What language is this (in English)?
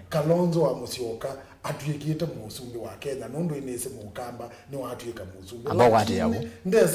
Kamba